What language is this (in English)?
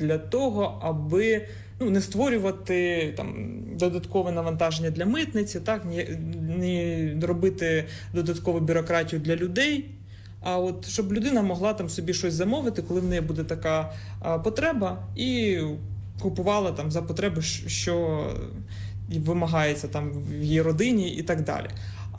Ukrainian